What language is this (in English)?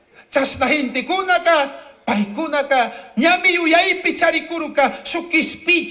Chimborazo Highland Quichua